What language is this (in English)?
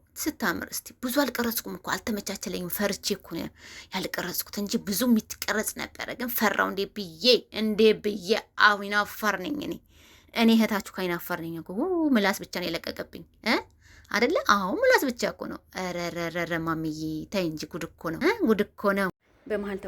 Amharic